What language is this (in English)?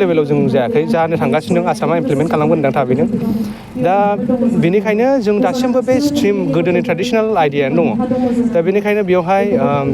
Bodo